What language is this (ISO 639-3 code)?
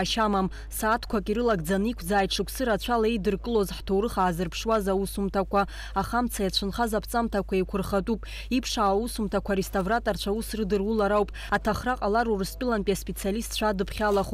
abk